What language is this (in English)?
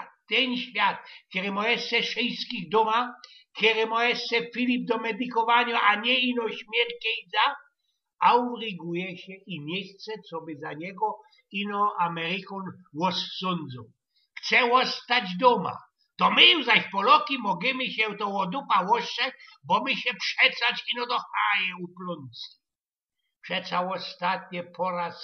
Silesian